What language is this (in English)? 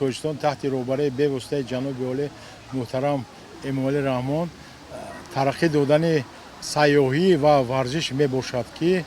Tajik